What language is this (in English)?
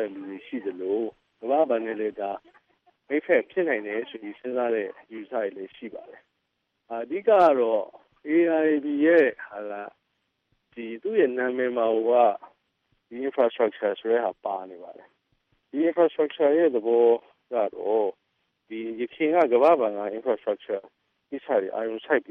Burmese